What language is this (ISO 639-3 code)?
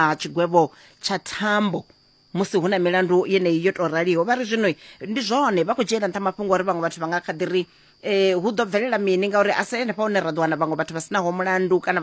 ven